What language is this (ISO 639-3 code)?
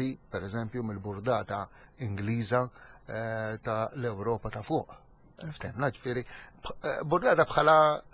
mlt